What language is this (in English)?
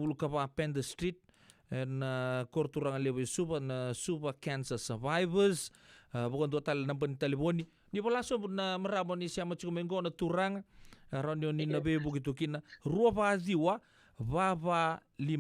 Fijian